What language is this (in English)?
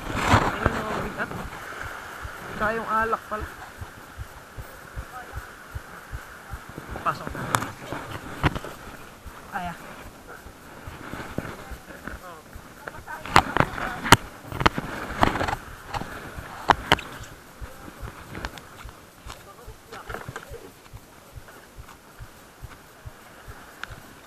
Filipino